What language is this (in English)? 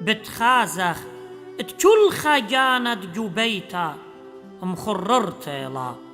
Assyrian Neo-Aramaic